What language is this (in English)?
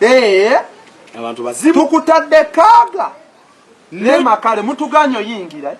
Ganda